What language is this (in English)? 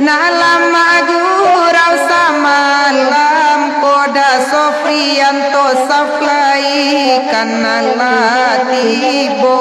Minangkabau